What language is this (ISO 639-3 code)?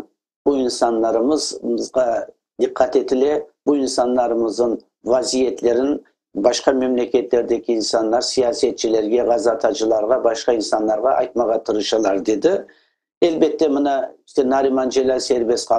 crh